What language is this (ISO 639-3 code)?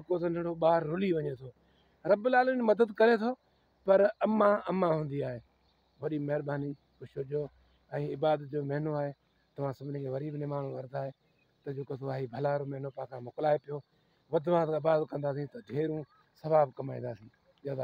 snd